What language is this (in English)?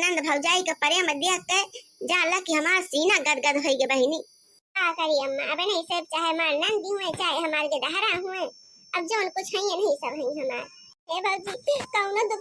Awadhi